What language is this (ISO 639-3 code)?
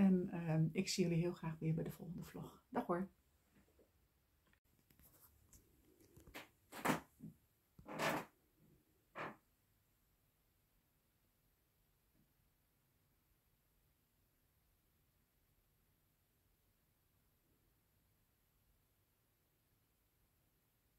nld